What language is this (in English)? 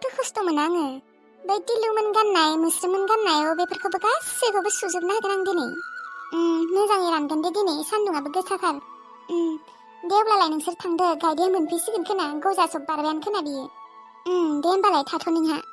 Bodo